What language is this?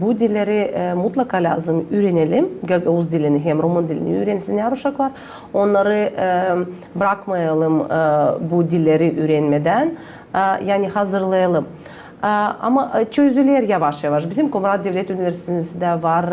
Gagauz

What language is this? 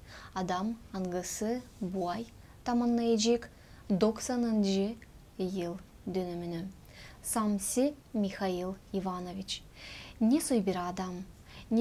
Gagauz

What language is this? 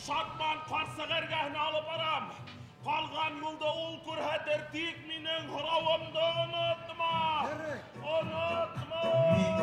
Bashkir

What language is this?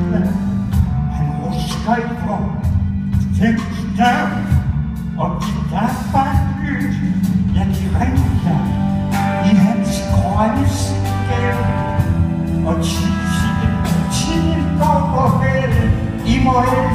Danish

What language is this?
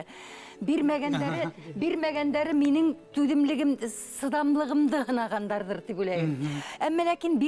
Bashkir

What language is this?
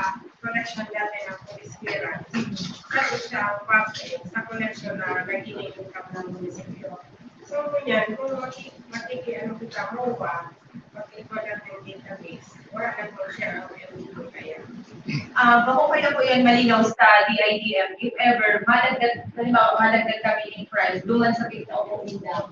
Bikol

